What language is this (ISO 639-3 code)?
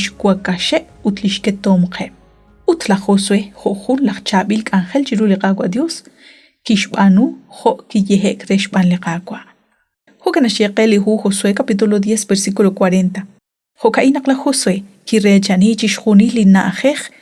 kek